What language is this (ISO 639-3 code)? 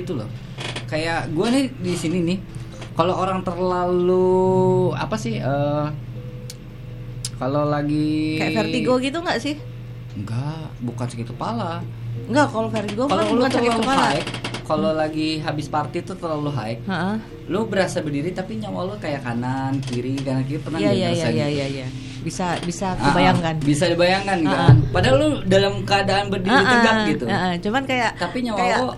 ind